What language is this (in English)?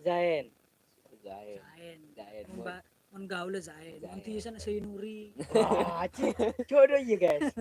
Madurese